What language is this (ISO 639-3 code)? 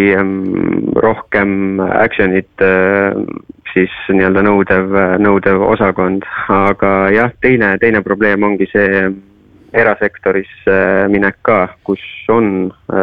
est